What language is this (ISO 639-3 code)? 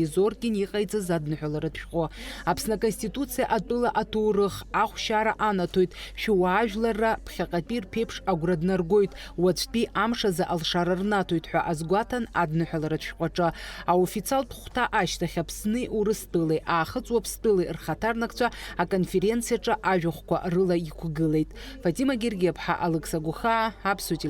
abk